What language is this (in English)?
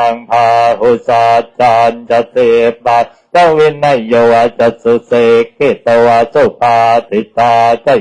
Pali